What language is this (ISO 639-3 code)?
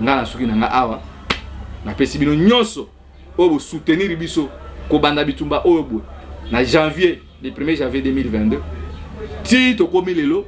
lin